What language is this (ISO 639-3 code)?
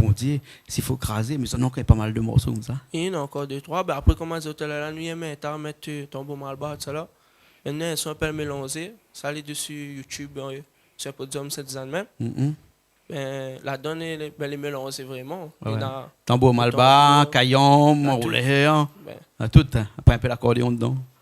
rcf